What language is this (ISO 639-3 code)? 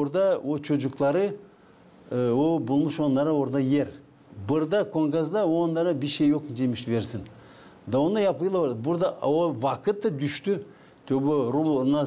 gag